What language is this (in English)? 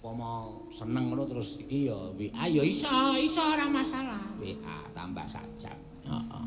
Javanese